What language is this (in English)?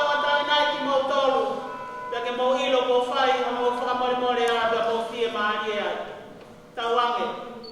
Tongan